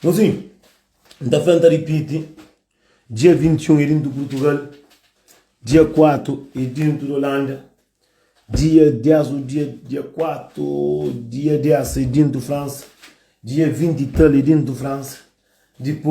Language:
Kabuverdianu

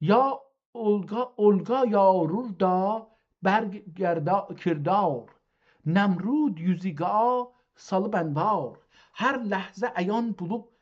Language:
South Azerbaijani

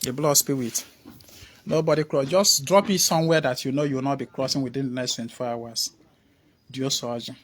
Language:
Igbo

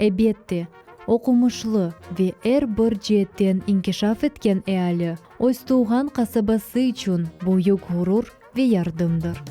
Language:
Crimean Tatar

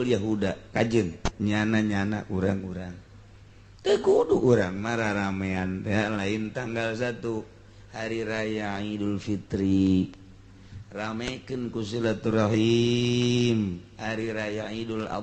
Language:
Sundanese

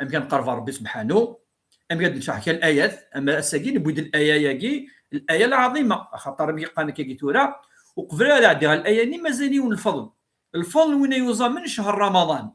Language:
Kabyle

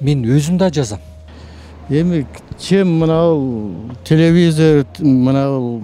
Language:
Kyrgyz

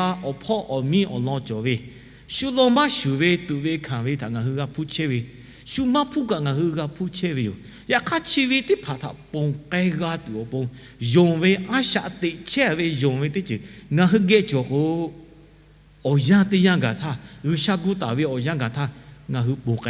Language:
Lahu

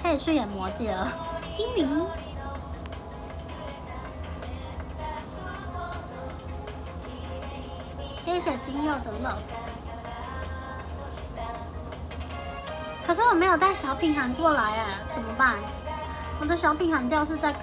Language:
Chinese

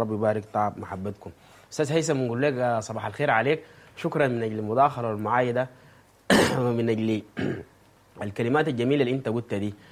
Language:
Sudanese Arabic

